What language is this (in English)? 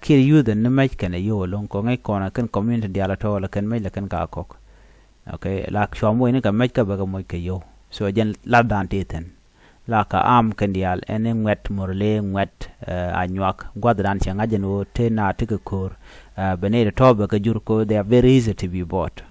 Nuer